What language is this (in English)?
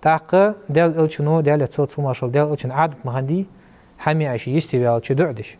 Ingush